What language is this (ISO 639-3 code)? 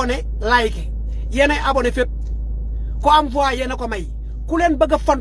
wol